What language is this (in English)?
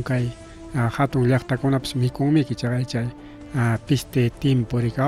Ayacucho Quechua